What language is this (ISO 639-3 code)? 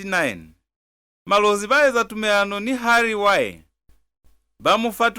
loz